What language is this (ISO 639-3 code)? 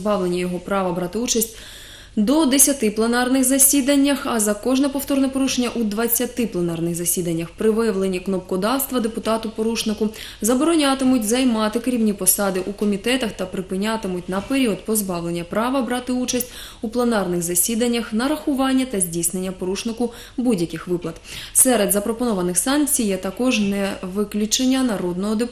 ukr